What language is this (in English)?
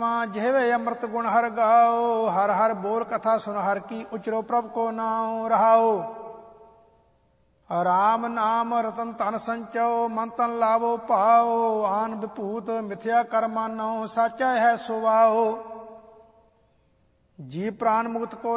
Punjabi